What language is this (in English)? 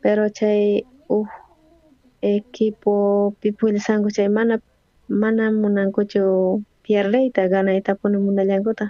South Bolivian Quechua